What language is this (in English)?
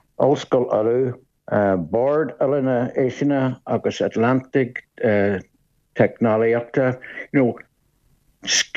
Irish